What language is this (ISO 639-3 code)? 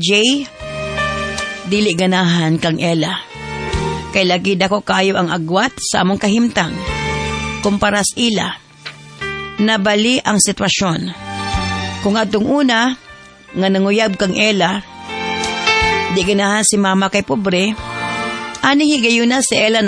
ceb